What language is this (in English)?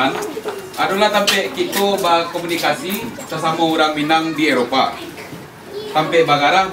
Minangkabau